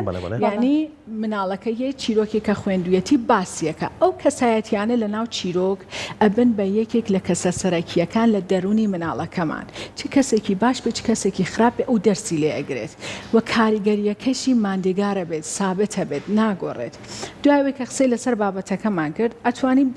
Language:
Central Kurdish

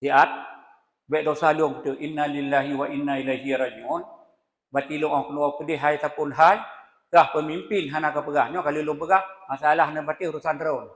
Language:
Achinese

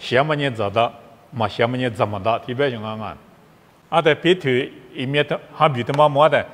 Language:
Lisu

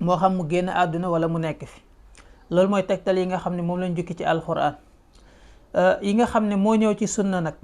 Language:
Wolof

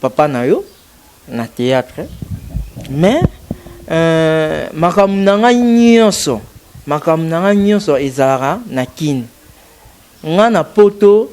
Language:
Lingala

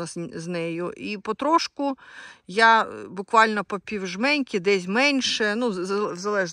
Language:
Ukrainian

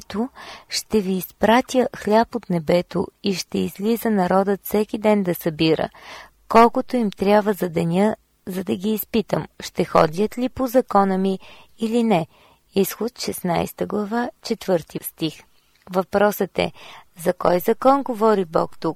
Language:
Bulgarian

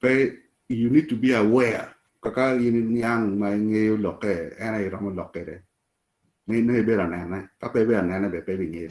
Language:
Acoli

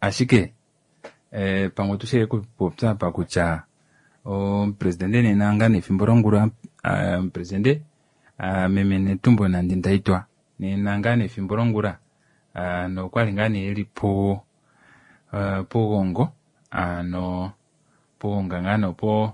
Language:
Kuanyama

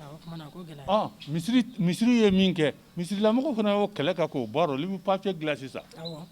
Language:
Bambara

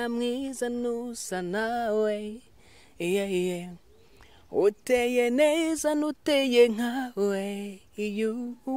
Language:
Kinyarwanda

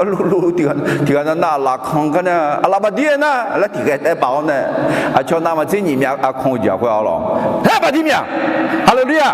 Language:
Akha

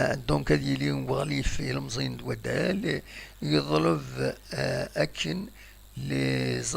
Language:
Kabyle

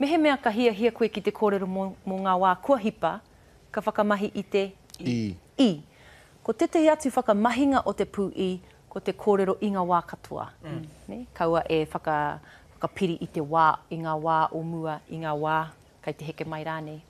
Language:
Māori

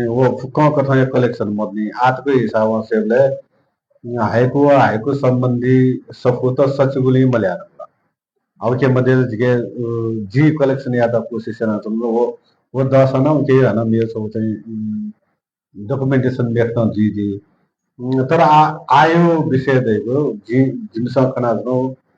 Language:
Newari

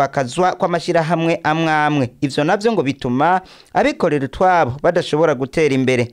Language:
Rundi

